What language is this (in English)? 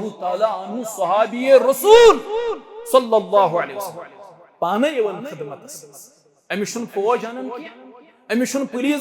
Kashmiri